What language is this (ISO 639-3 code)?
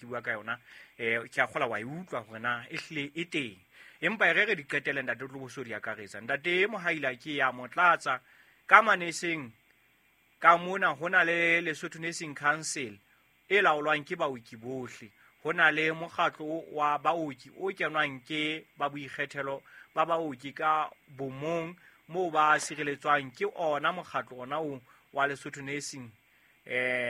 sot